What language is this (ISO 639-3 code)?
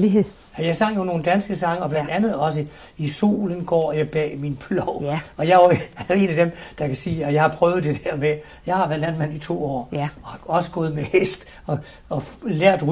dan